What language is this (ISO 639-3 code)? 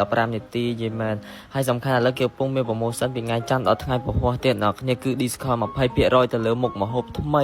khm